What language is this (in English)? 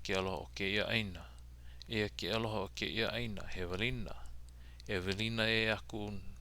Hawaiian